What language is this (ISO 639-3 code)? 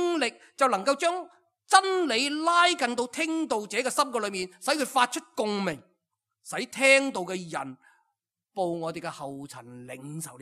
yue